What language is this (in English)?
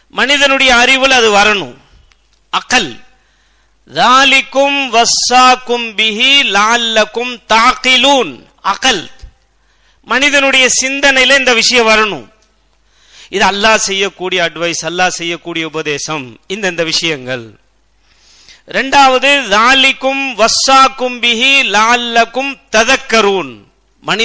Tamil